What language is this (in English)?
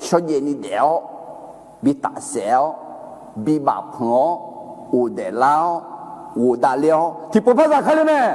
Akha